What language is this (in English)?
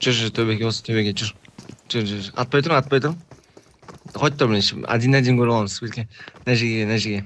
Kara-Kalpak